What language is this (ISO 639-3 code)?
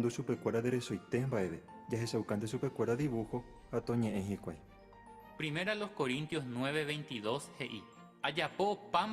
grn